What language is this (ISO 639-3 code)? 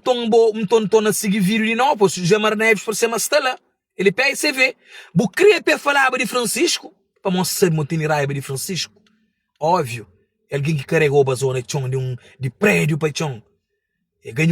kea